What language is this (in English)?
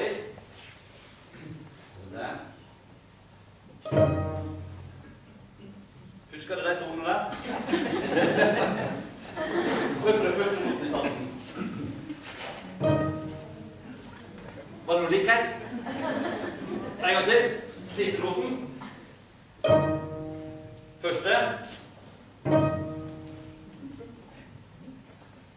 Norwegian